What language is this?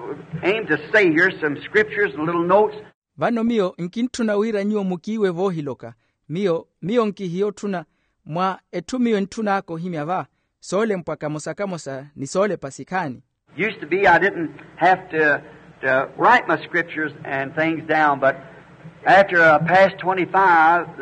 Makhuwa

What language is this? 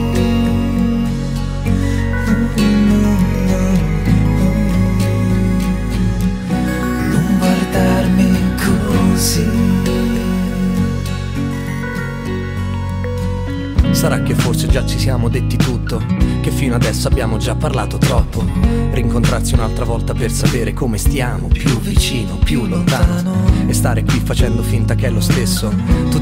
Italian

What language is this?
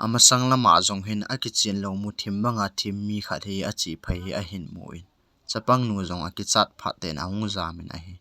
Thado Chin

